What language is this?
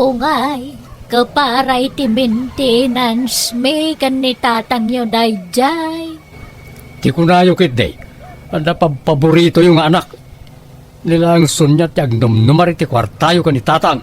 Iloko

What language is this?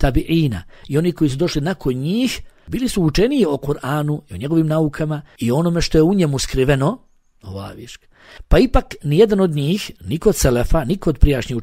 Bosnian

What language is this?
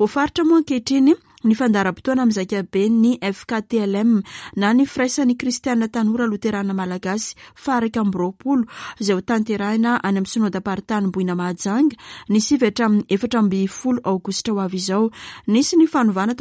Malagasy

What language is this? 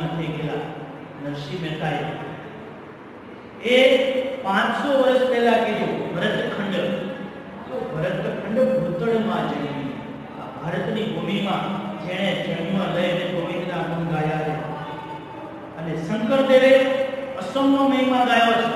Gujarati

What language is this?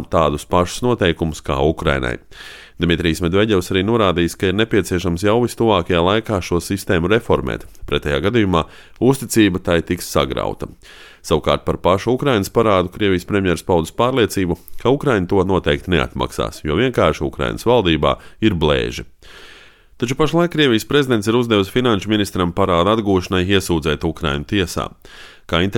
Latvian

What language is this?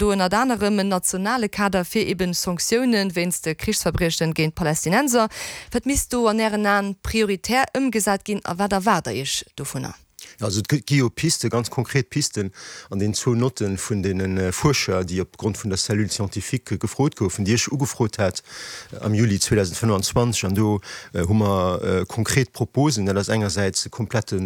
Luxembourgish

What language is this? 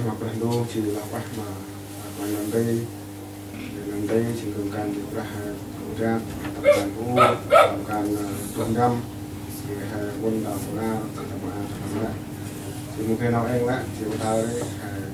Central Mnong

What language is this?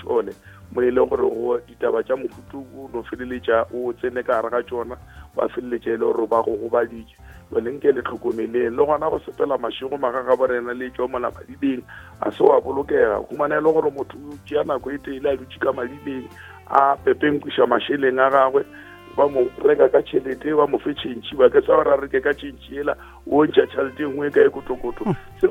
Northern Sotho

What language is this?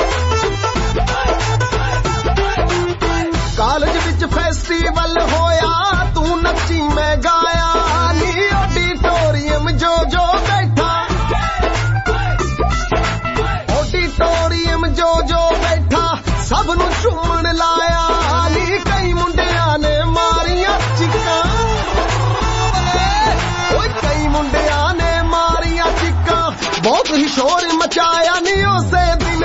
Punjabi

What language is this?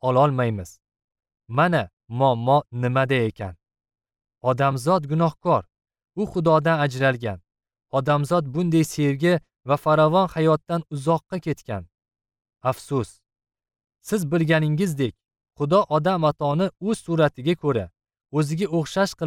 Uzbek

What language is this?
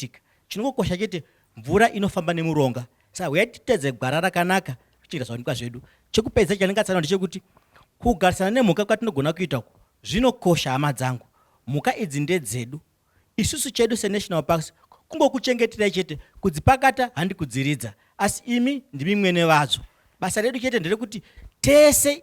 Shona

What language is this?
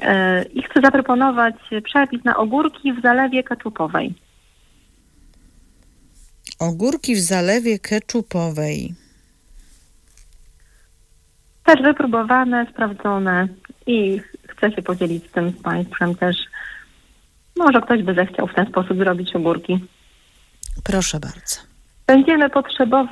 Polish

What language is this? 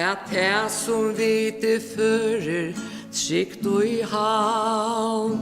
Faroese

